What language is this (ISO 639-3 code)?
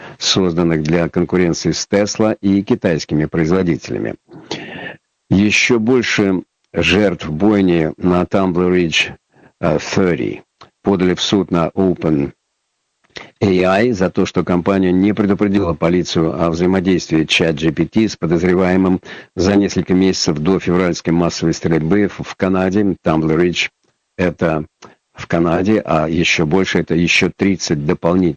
rus